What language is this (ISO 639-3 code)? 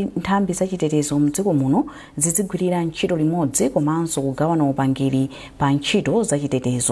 nya